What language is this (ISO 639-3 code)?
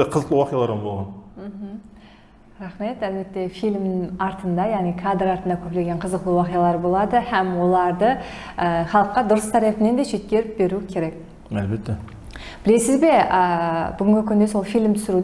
kaa